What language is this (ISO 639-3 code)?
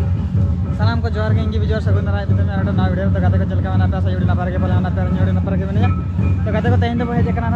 sat